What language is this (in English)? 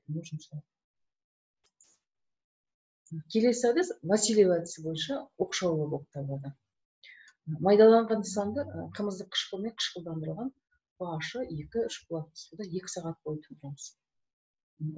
Kazakh